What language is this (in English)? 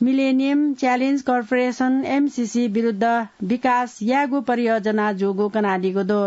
Newari